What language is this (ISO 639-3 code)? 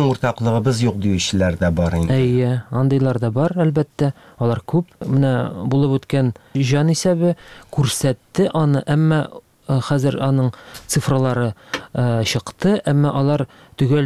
tat